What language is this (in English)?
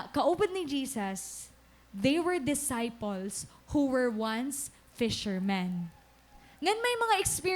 Waray